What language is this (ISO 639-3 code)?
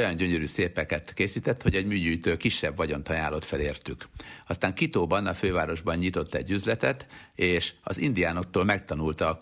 hun